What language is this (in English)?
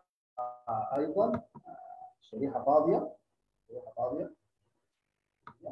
Sudanese Arabic